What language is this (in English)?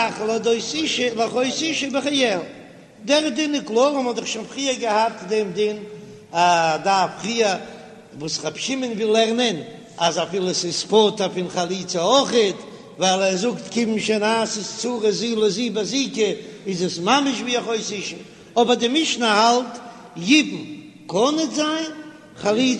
Yiddish